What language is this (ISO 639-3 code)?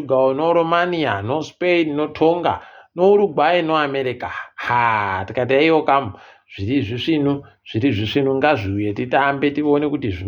ndc